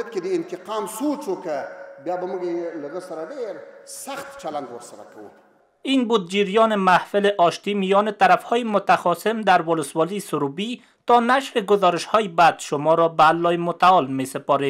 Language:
Pashto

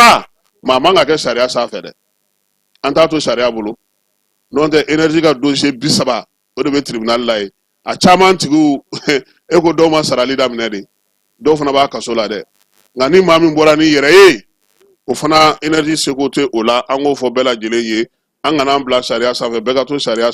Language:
Bambara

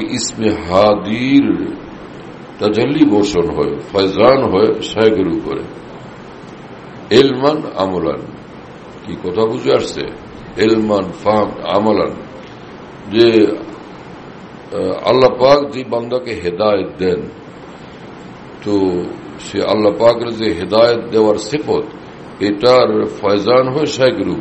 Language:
Bangla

